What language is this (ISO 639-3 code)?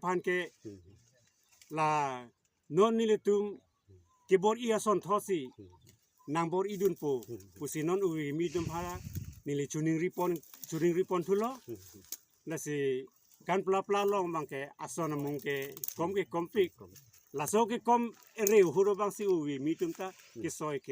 mjw